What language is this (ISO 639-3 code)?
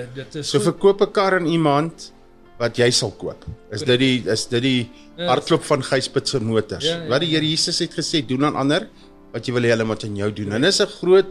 afr